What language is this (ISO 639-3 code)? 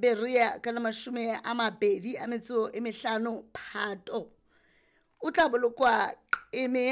sot